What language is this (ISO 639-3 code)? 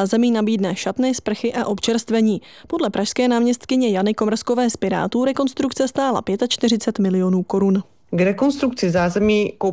ces